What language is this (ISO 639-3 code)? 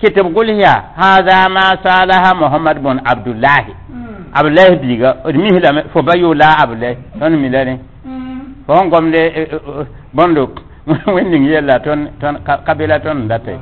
mos